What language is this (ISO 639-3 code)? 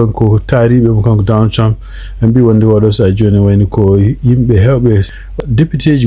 ful